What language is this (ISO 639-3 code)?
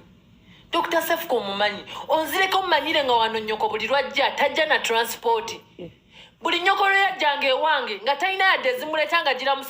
lug